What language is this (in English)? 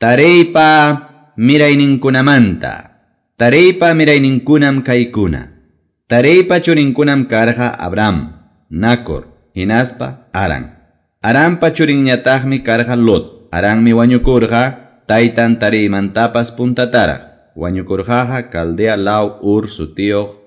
Quechua